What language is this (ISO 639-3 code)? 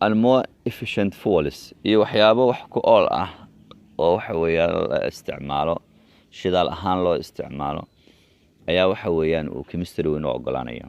som